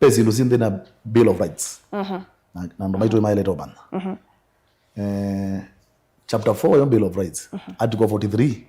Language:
Kamba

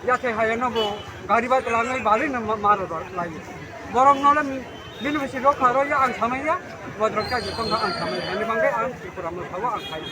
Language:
Kok Borok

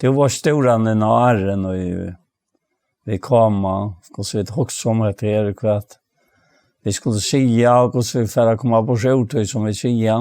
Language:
Faroese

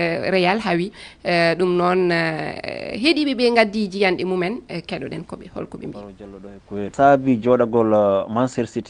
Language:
Fula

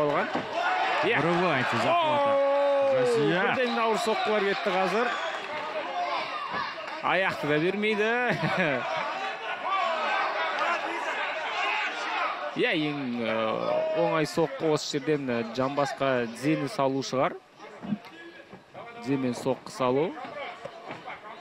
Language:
Kazakh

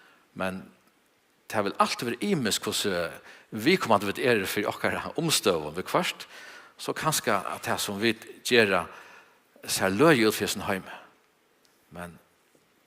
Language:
Faroese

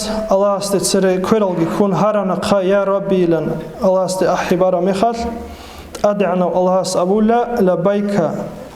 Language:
Avaric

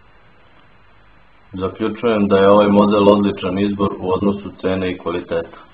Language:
Serbian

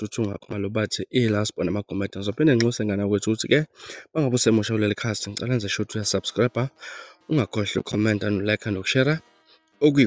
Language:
Zulu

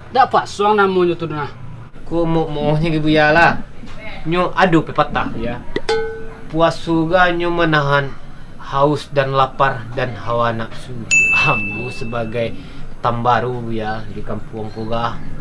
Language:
Minangkabau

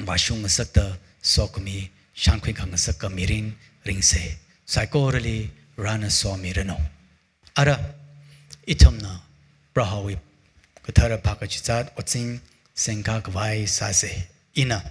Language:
Tangkhul Naga (India)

